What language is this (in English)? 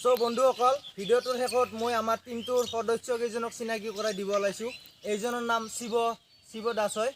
Assamese